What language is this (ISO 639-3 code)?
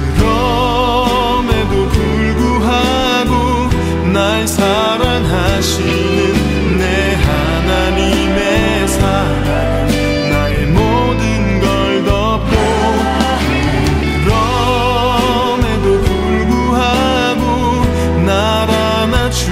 kor